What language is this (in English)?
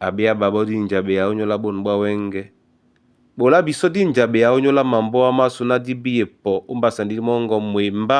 Duala